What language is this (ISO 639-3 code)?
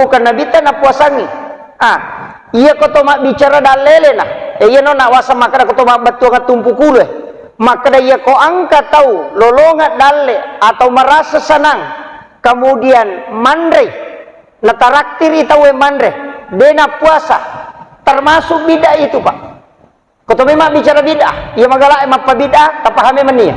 bug